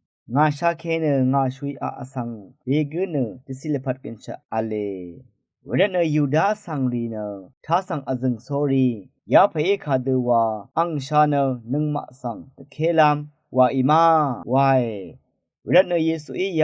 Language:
Rawang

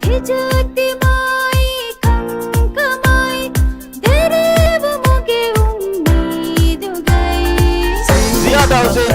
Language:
Divehi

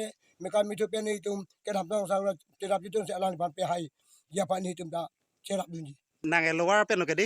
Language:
Karbi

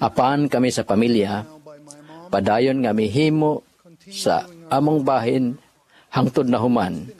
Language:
Cebuano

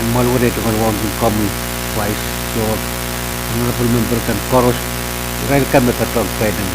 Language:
Pohnpeian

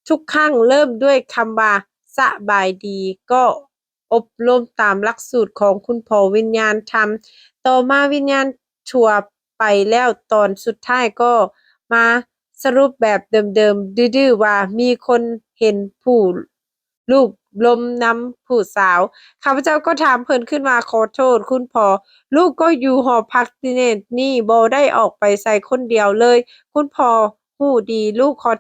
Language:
Lao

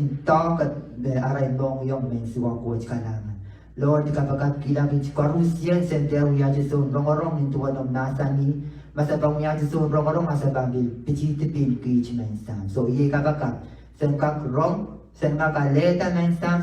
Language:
Pohnpeian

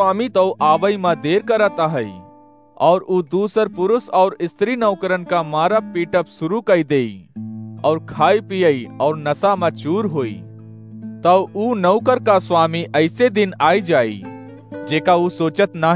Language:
Awadhi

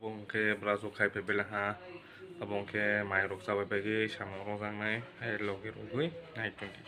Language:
Kok Borok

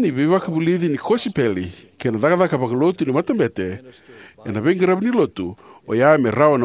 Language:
Fijian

